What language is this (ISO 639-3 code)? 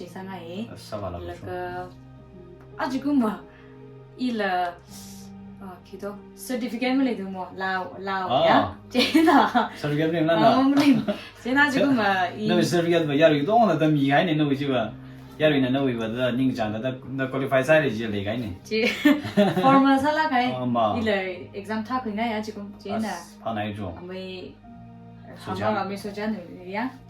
nmf